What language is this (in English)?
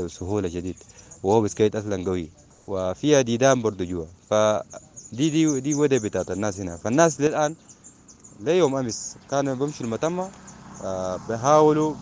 Sudanese Arabic